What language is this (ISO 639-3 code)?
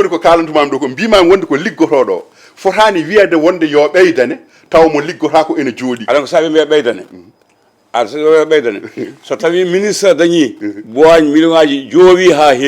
ful